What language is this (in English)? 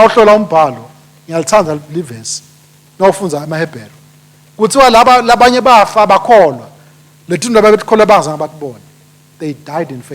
Swati